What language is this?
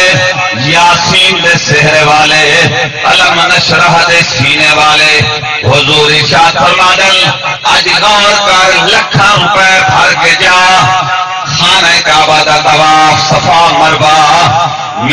Saraiki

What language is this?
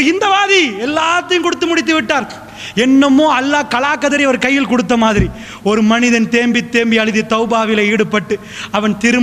Tamil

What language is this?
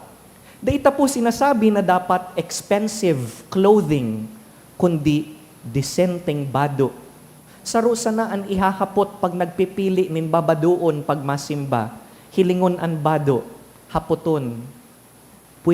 Bikol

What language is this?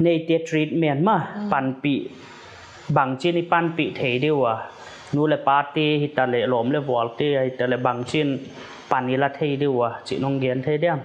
Paite Chin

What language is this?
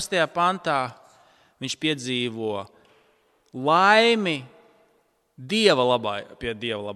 Latvian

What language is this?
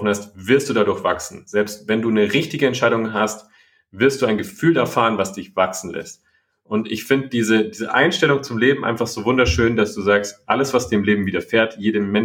German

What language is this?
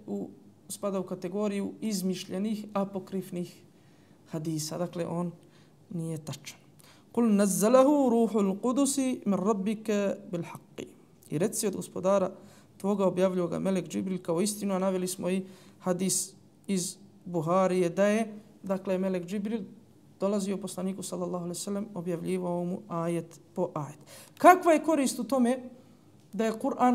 Bosnian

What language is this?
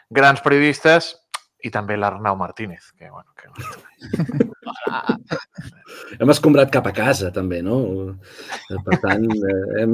Catalan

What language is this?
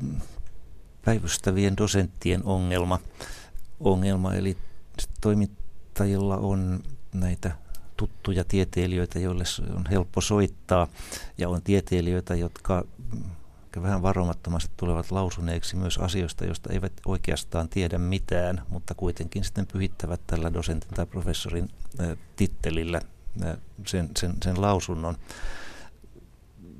Finnish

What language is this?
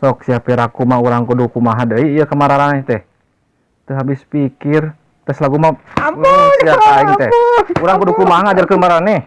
Sundanese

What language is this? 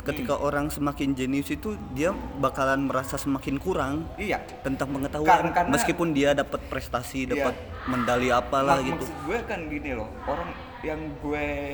Indonesian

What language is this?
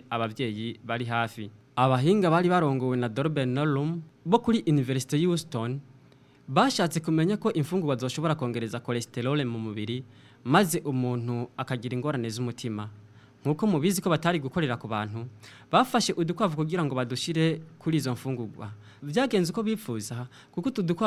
Rundi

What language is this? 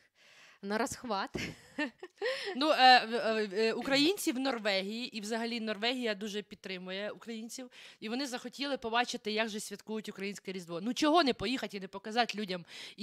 Ukrainian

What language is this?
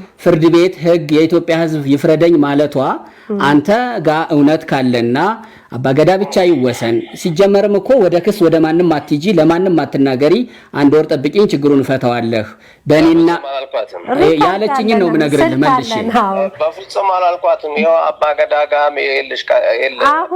Amharic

